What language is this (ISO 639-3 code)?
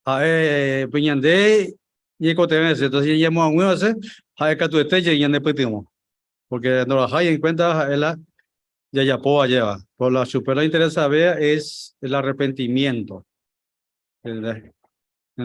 grn